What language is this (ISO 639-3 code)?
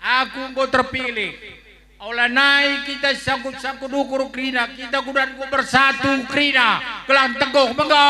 btx